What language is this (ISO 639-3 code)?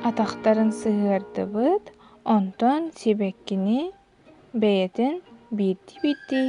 sah